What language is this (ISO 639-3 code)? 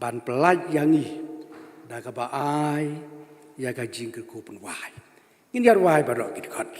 kha